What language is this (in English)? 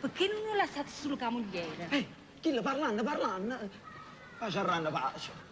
Neapolitan